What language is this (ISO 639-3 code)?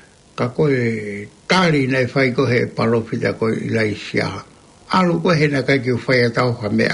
ton